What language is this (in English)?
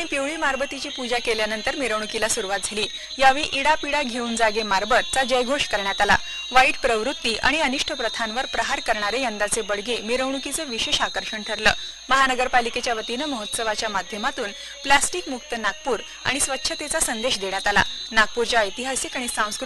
Marathi